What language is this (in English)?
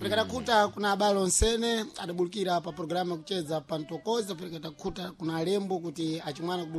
Sena